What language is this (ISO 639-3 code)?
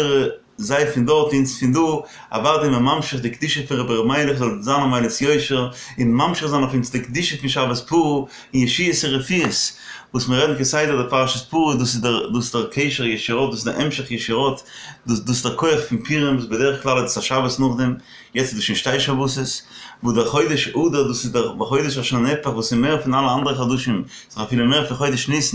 yid